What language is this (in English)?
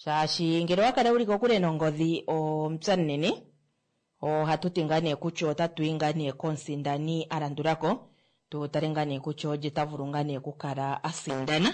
Kuanyama